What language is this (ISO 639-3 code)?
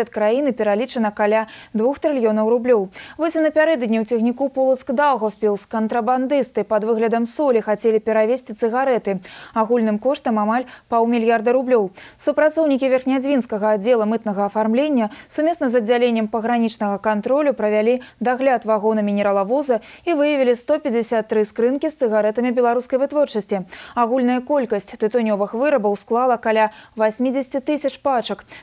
bel